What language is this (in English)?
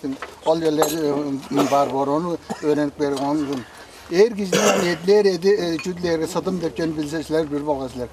Tuvinian